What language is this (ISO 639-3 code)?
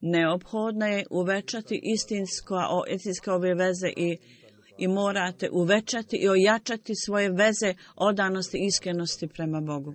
bos